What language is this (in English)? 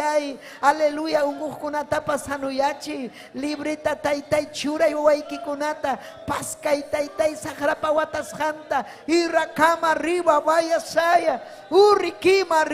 Ayacucho Quechua